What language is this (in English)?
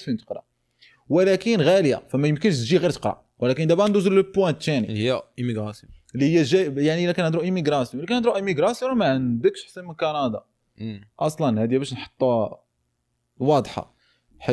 Moroccan Arabic